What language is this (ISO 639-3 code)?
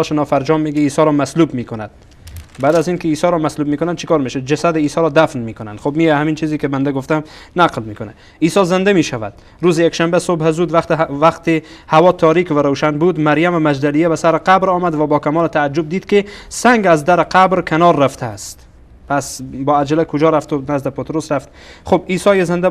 fas